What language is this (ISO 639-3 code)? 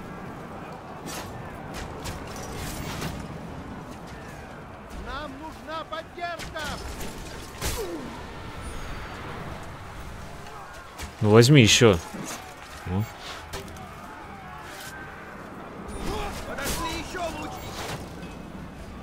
rus